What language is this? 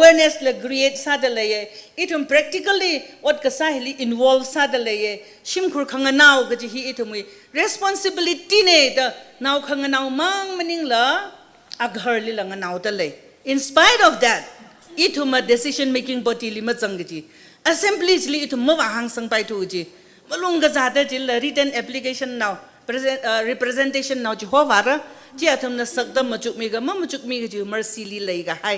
Tangkhul Naga (India)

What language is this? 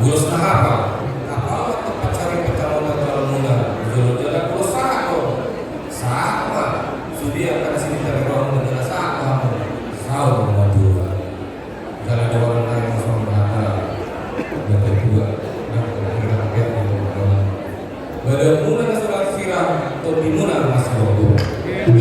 Batak Toba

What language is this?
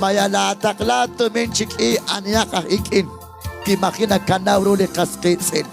Kekchí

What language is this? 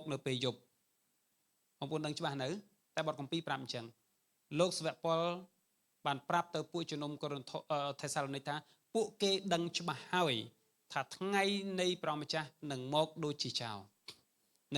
Khmer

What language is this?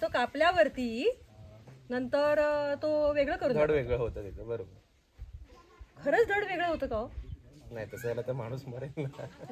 Marathi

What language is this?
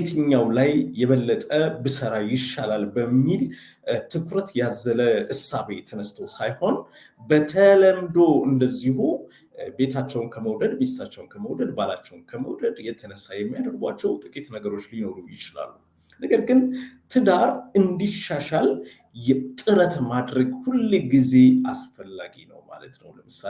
Amharic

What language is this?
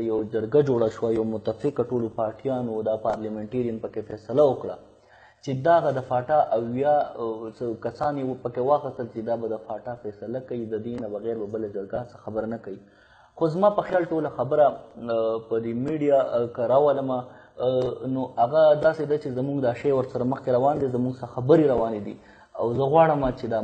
Pashto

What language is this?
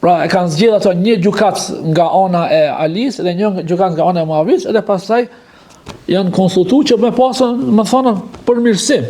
Albanian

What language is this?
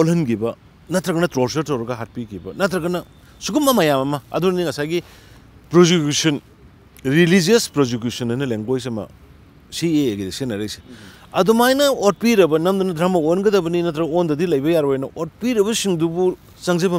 Manipuri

